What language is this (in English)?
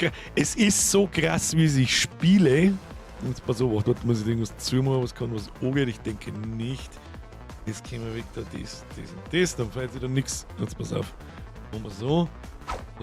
Bavarian